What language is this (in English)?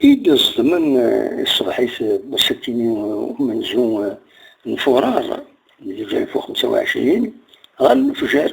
Kabyle